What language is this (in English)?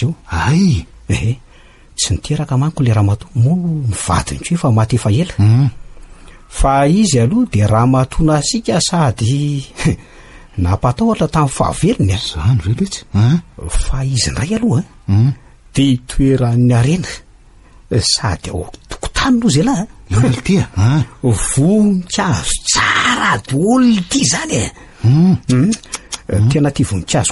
Malagasy